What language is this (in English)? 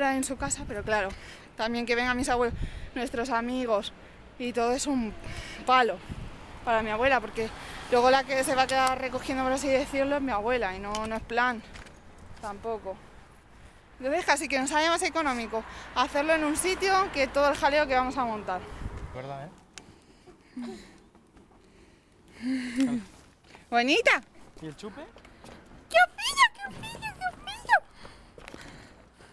Spanish